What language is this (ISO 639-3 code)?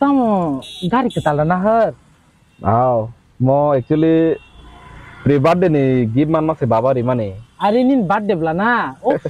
trp